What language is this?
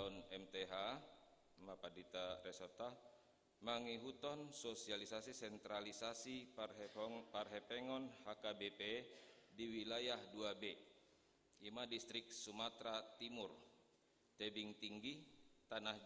Batak Toba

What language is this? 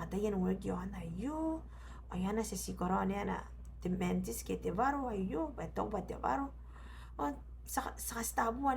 Gilbertese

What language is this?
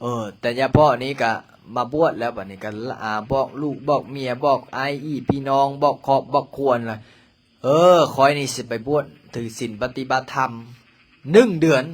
Lao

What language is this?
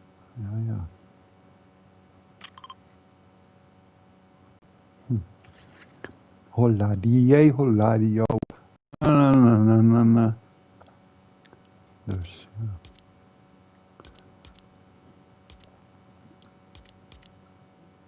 Dutch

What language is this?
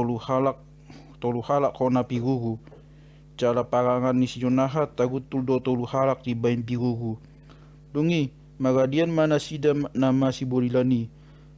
Batak Toba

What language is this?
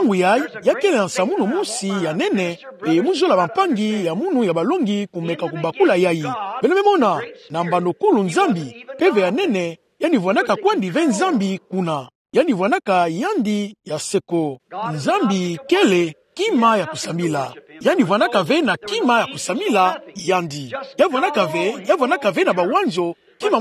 Kituba (Democratic Republic of Congo)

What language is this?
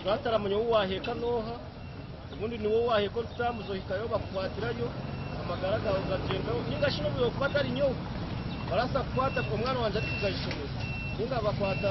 Nyankole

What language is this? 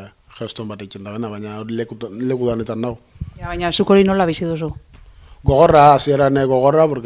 Basque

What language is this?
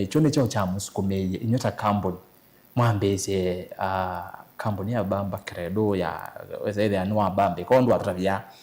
Kamba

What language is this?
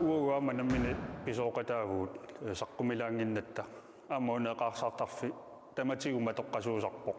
Kalaallisut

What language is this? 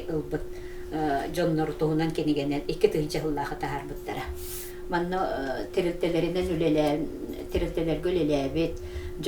Yakut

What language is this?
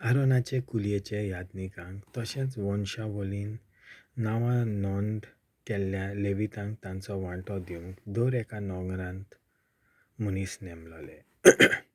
Konkani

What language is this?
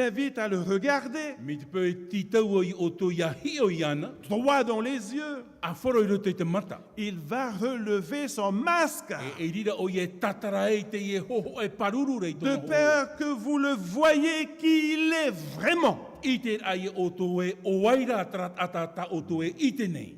Tahitian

